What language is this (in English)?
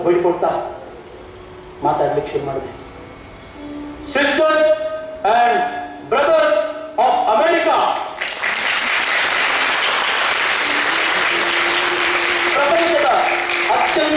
Kannada